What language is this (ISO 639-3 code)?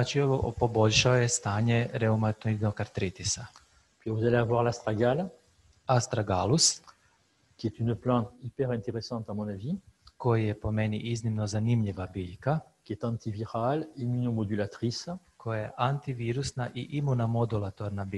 hrv